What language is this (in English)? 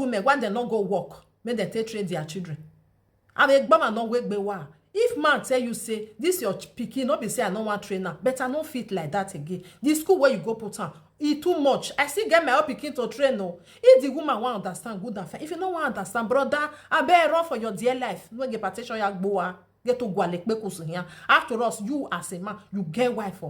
Nigerian Pidgin